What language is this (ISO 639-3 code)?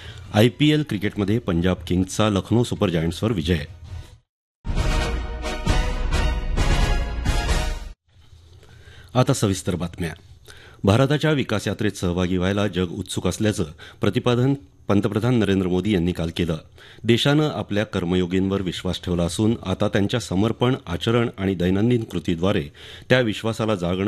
mar